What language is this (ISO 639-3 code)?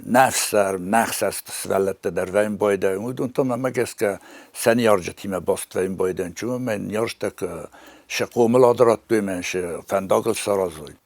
oss